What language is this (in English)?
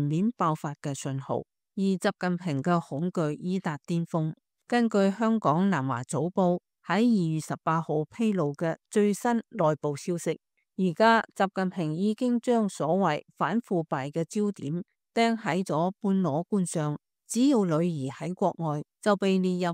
Cantonese